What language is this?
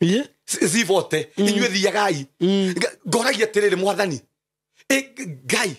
Kikuyu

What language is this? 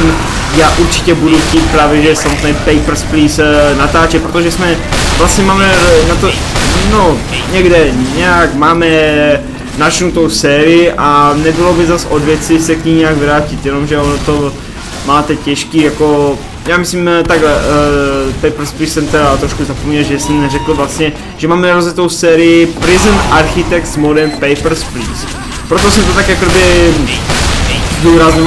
Czech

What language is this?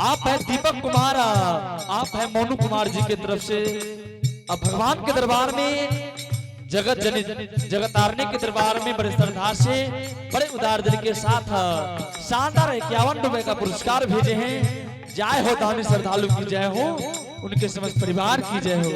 Angika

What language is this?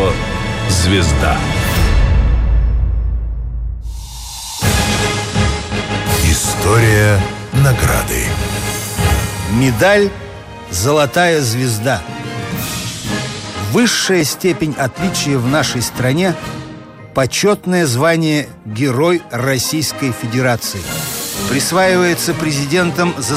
Russian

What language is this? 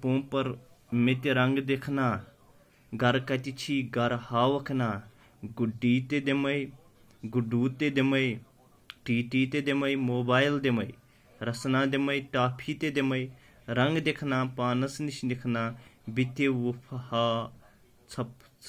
Kashmiri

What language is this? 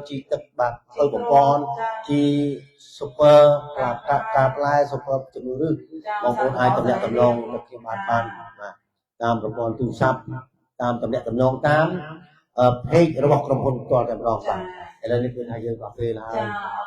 Khmer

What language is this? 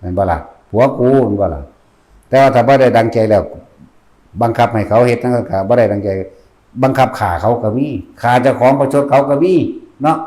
Northeastern Thai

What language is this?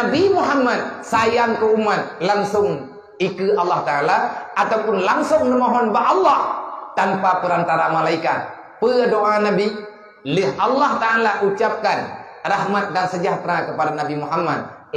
Achinese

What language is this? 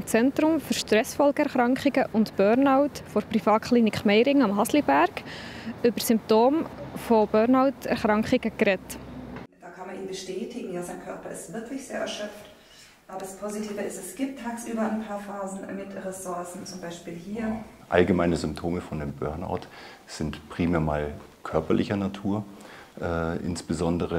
Swiss German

